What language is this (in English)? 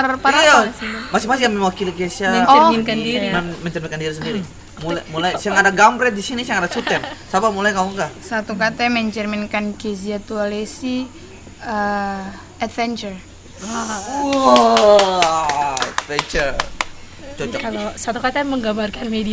Ambonese Malay